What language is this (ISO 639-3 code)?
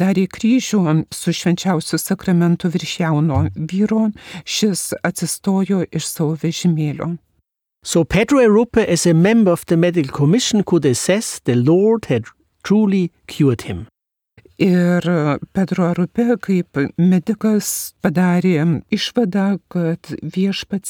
lit